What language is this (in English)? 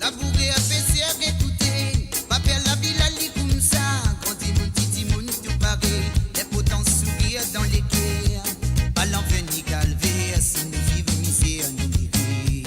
Morisyen